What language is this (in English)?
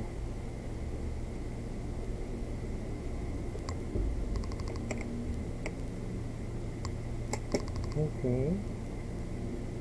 Filipino